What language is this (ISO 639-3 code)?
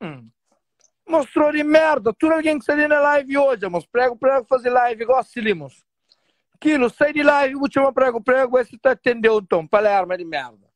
kea